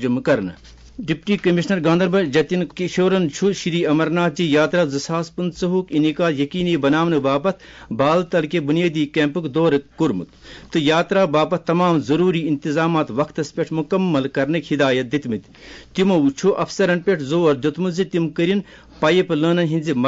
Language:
Kashmiri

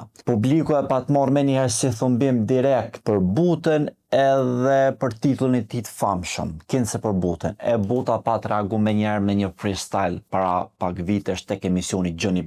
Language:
Albanian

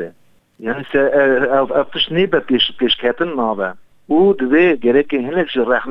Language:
Kurdish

